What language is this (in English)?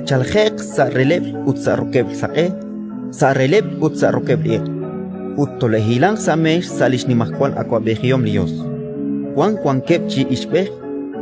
Kekchí